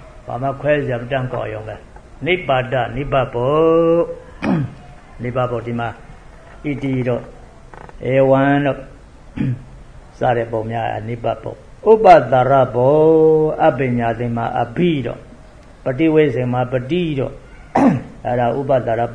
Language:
Burmese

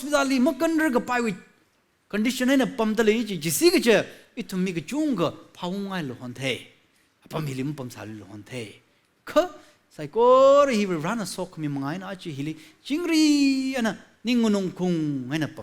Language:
Tangkhul Naga (India)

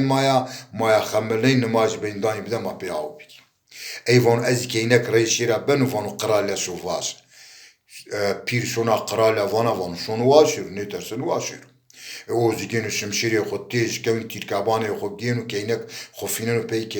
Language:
Zaza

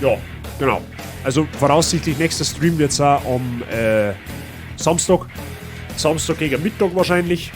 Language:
Bavarian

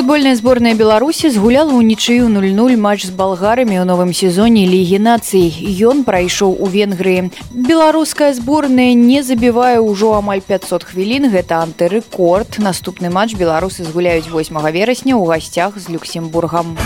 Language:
Belarusian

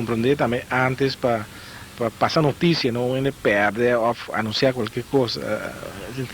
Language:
Papiamento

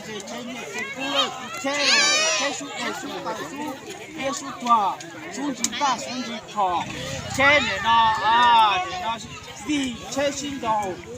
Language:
Hmong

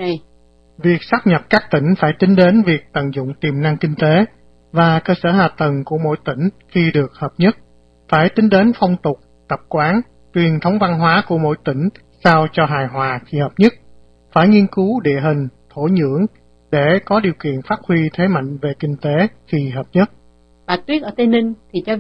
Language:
Vietnamese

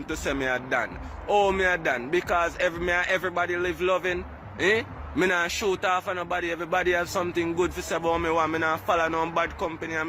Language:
Jamaican Creole English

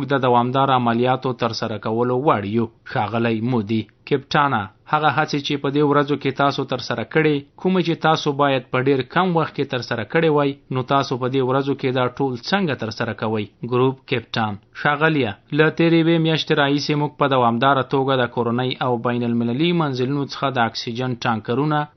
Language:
Pashto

